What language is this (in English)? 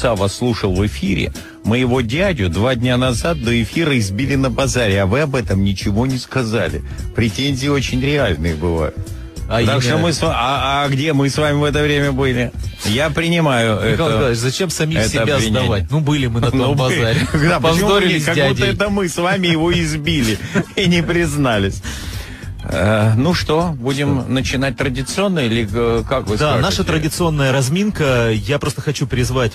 Russian